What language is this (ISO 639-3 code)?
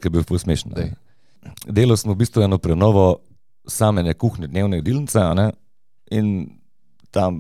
slv